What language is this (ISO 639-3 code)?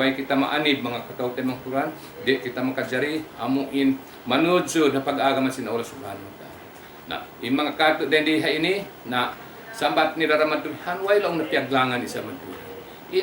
tsg